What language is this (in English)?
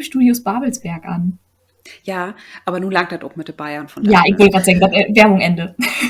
Low German